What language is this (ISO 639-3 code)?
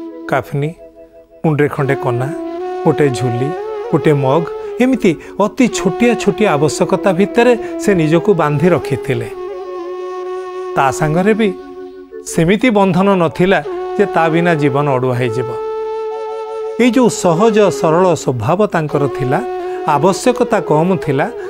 ori